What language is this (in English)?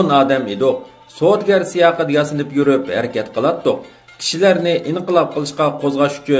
Uyghur